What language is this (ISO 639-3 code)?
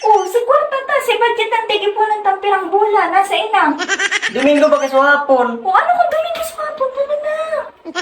bik